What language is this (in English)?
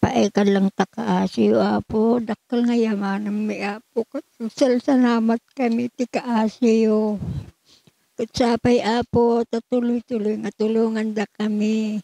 Iloko